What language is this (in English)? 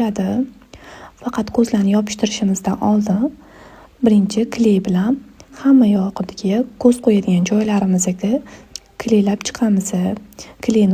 Uzbek